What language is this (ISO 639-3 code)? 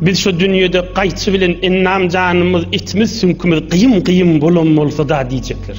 tuk